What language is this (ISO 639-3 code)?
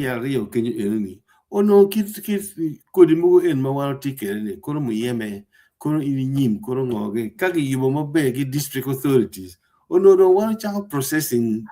ach